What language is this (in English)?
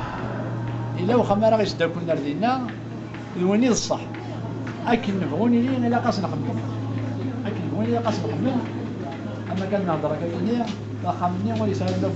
Kabyle